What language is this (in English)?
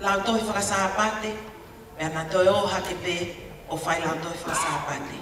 Tongan